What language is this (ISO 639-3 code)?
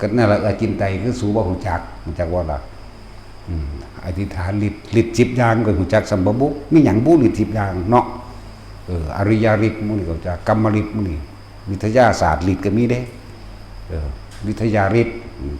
tts